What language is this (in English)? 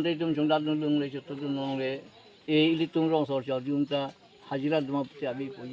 Karbi